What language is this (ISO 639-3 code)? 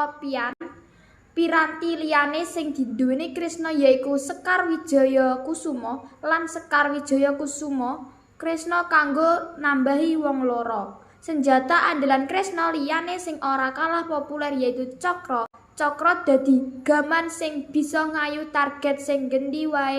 jav